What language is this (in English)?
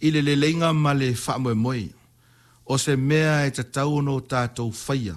Samoan